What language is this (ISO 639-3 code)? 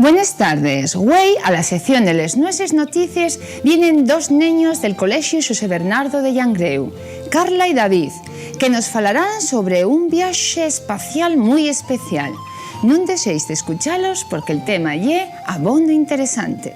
ast